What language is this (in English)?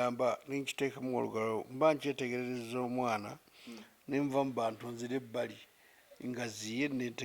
Ganda